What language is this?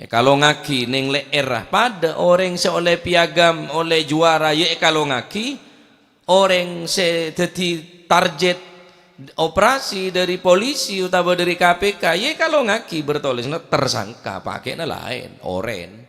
Madurese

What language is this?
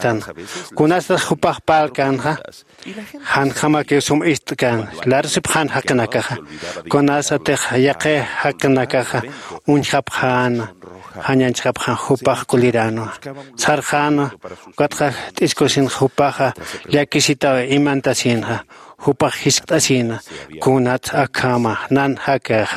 Aymara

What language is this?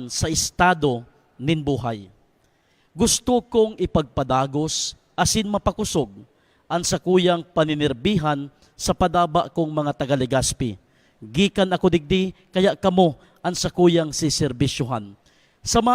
Bikol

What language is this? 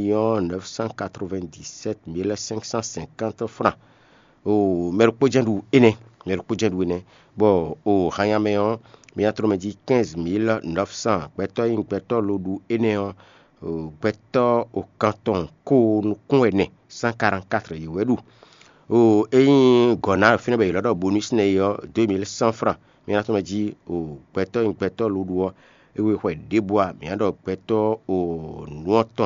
Fon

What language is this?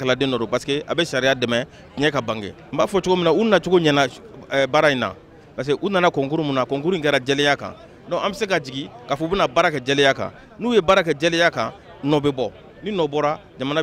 Bambara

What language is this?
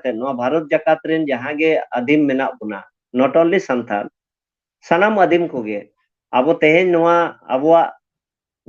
Santali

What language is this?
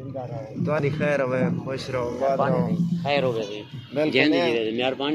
Saraiki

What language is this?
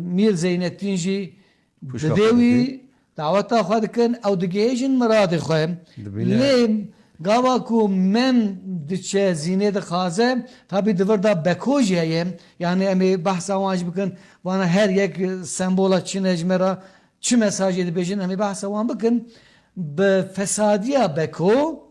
Kurdish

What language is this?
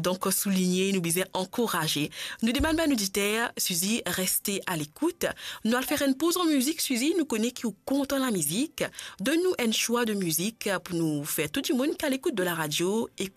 Morisyen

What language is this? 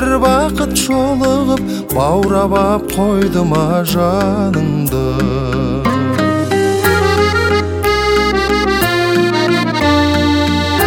Kazakh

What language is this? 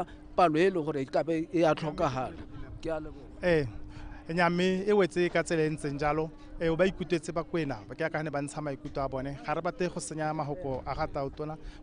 Tswana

